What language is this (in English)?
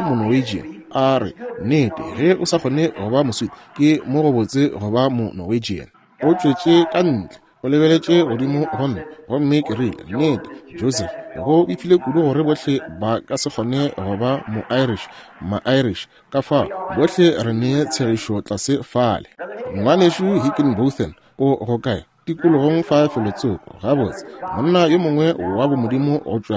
Northern Sotho